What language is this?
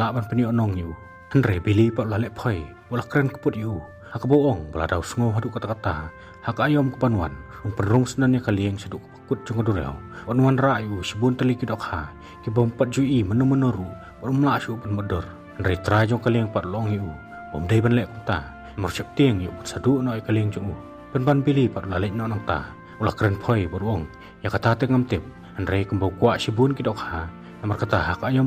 Khasi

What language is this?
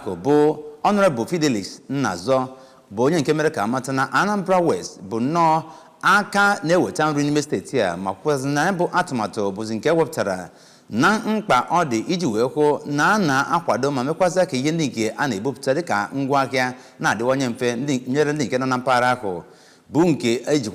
Igbo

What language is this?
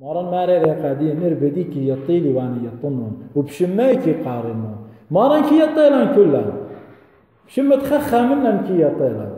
Assyrian Neo-Aramaic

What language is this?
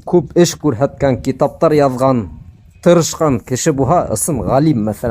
Bashkir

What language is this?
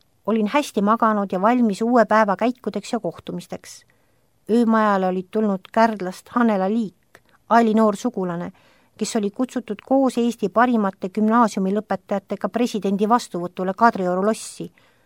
Estonian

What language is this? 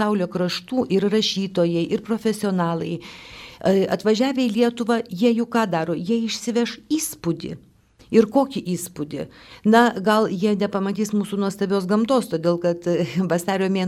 Lithuanian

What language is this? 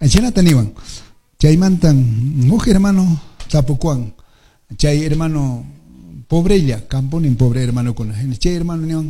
Quechua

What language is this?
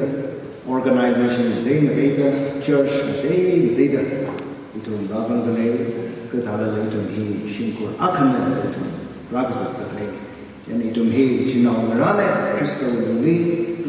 Tangkhul Naga (India)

